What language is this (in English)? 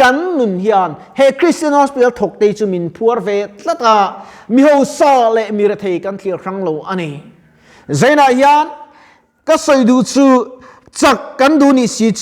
Mizo